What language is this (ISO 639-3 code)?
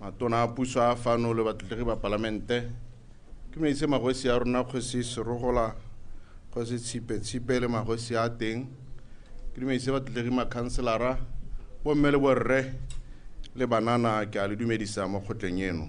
tsn